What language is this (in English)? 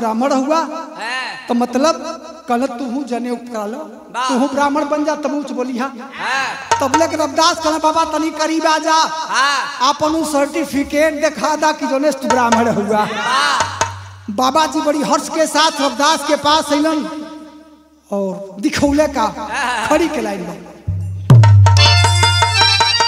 Bhojpuri